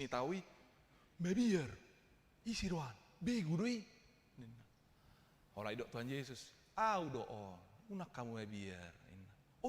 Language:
Batak Toba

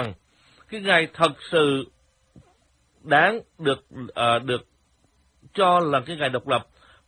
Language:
Vietnamese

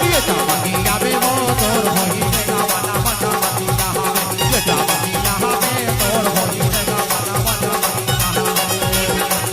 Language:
Chhattisgarhi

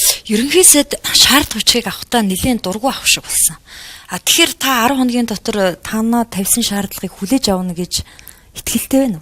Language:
Mongolian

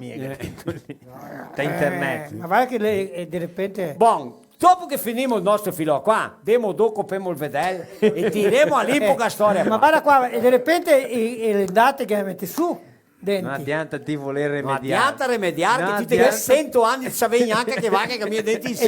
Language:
Venetian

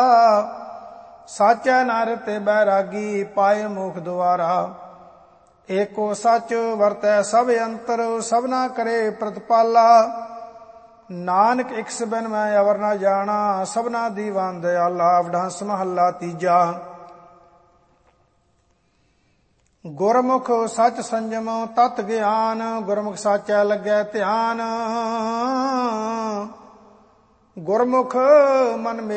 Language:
Punjabi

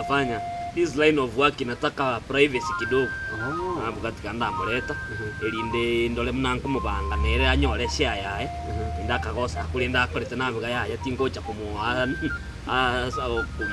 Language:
Gusii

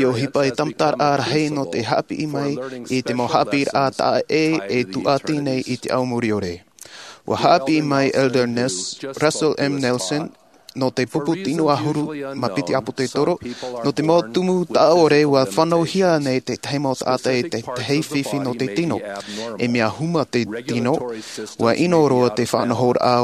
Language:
Tahitian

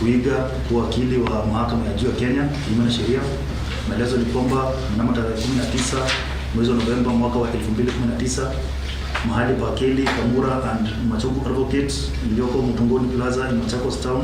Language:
Meru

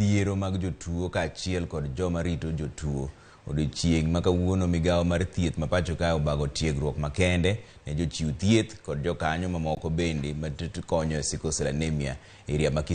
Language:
Luo (Kenya and Tanzania)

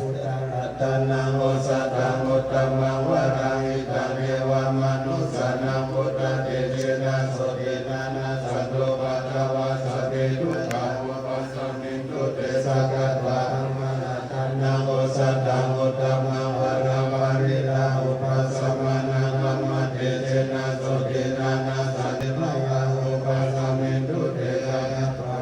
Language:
Pali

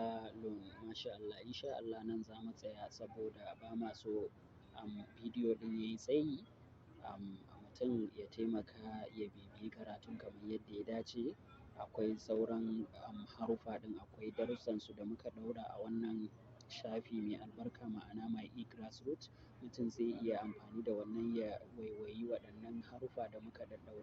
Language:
Hausa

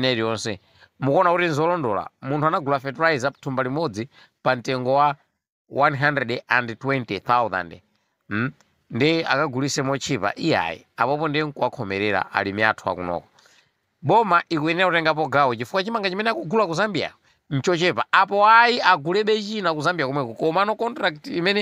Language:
Nyanja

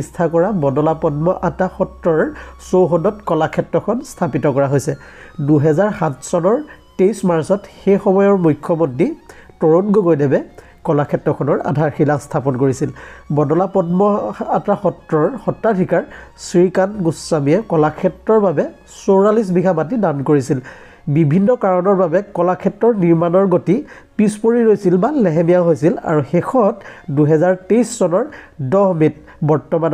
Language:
Assamese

